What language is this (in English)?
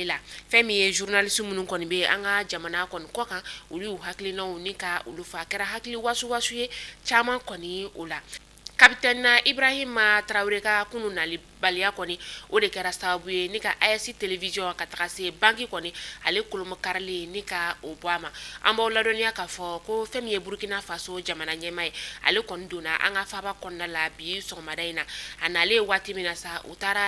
Bambara